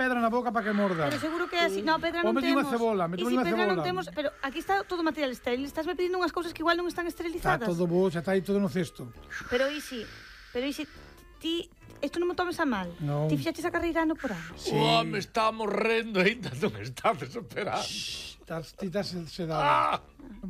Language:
Galician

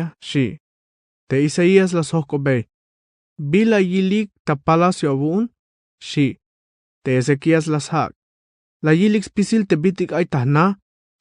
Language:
Tzeltal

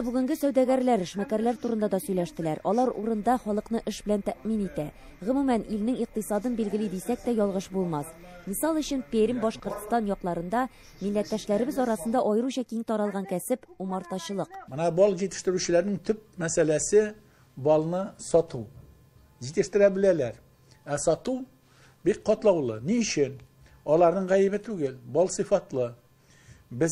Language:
Tatar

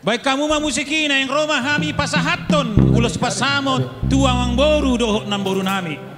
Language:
Batak Toba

